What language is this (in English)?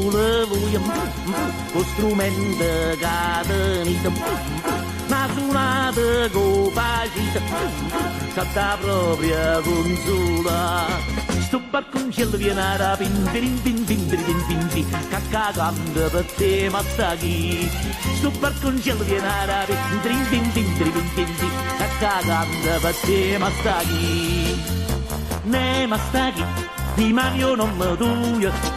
Neapolitan